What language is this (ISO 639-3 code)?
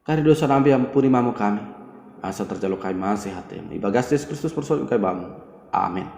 btd